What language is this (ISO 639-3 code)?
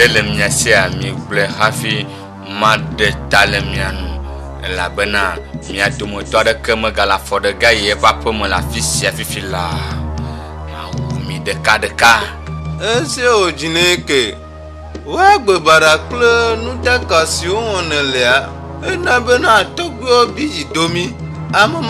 ewe